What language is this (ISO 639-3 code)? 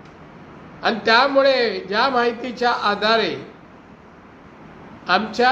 mar